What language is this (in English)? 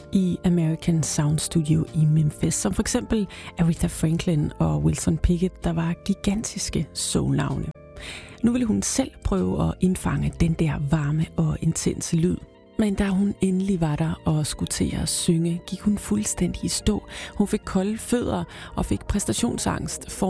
Danish